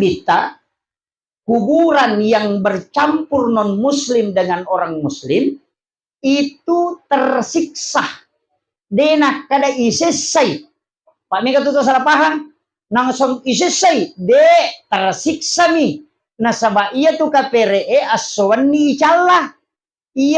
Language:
Buginese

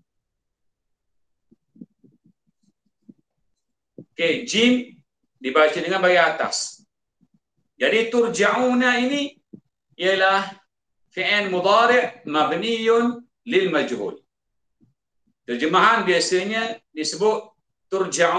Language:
Malay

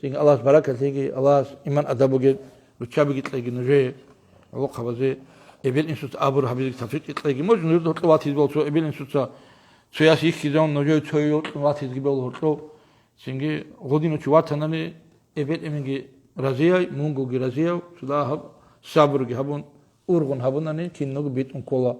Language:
Avaric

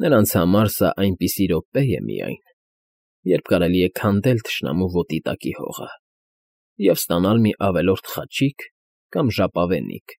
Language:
Armenian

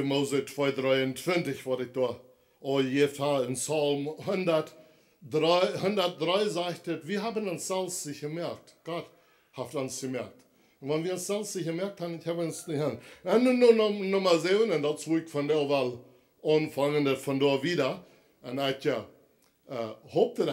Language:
Plautdietsch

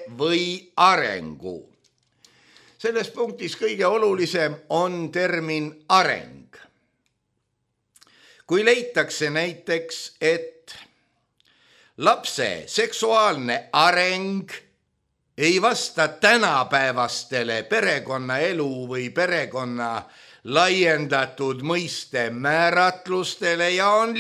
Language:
Estonian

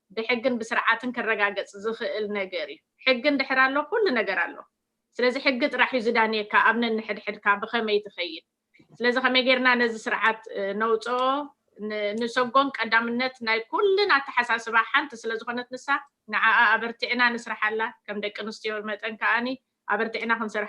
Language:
Tigrinya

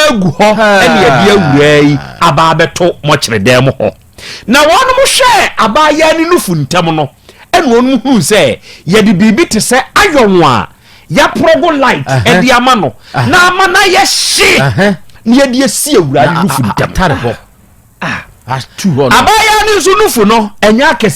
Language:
Akan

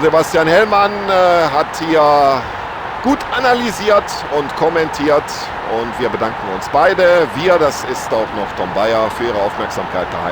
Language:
Bavarian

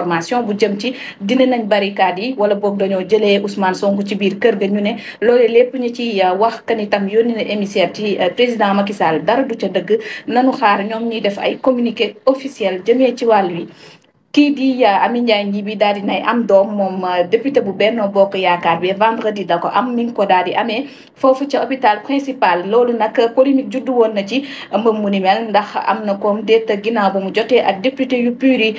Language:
Wolof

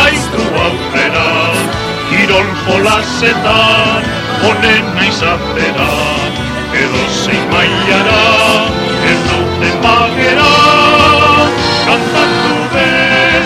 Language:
Basque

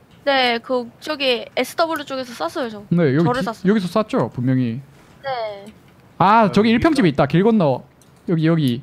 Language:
Korean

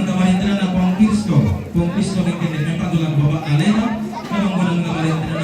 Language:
Toraja-Sa'dan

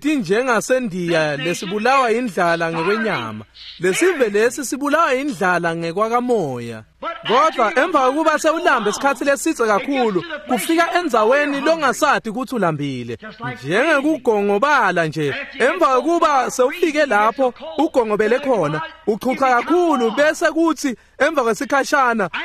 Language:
Swati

